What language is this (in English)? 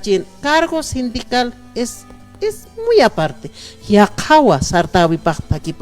Aymara